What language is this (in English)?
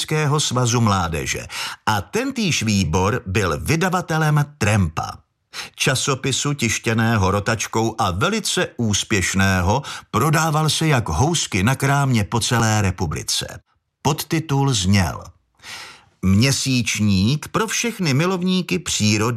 Czech